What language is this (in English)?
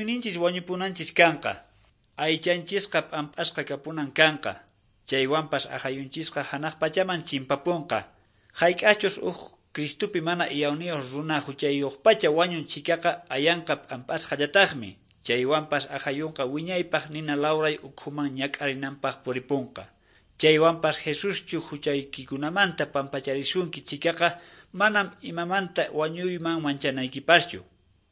Quechua